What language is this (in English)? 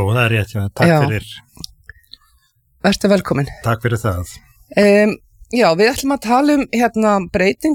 Icelandic